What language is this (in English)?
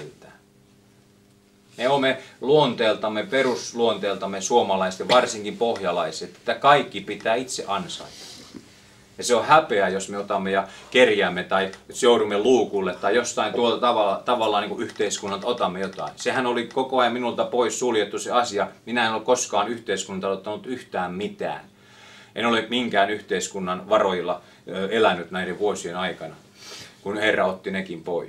Finnish